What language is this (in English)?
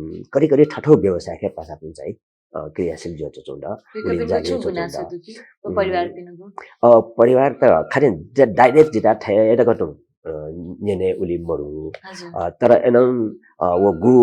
Newari